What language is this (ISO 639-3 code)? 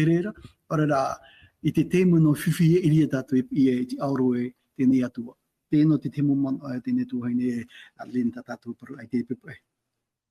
tah